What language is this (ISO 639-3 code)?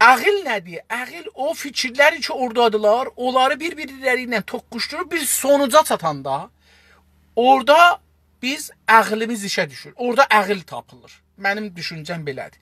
azb